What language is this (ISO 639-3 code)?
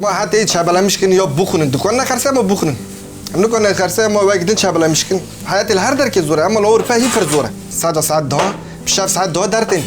kur